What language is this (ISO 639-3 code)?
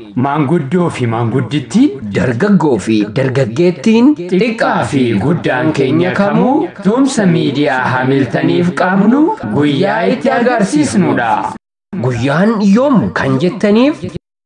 orm